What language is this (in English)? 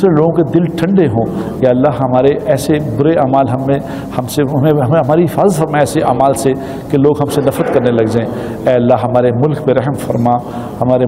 Urdu